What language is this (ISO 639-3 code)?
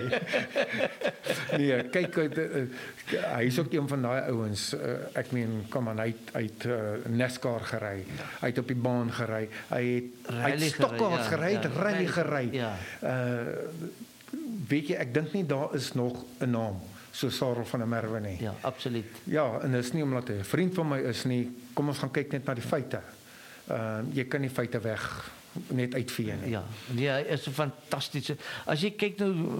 afr